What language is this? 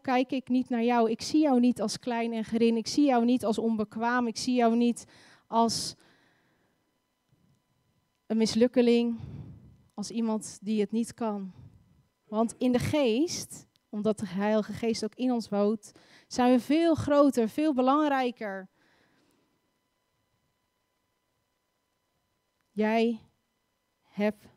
Dutch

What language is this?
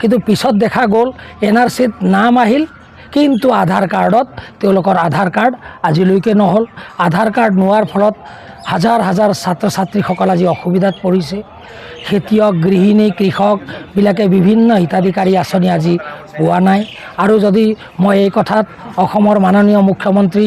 Assamese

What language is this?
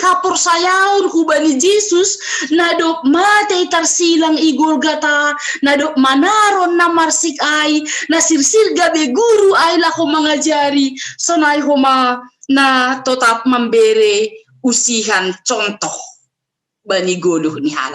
Batak Simalungun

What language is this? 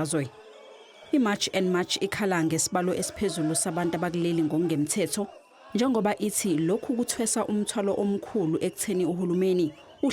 Zulu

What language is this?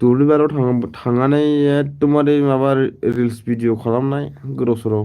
Bodo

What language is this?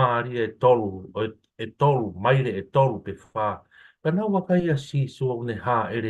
Tongan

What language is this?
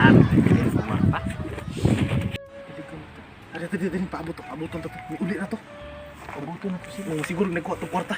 Cebuano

